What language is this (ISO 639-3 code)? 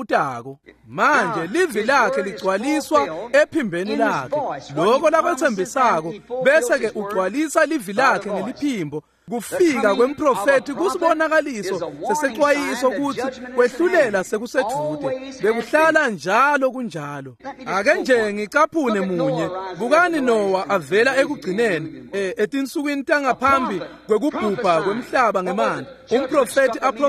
ssw